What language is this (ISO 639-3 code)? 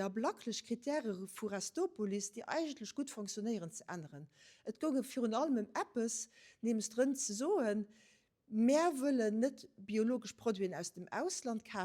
ltz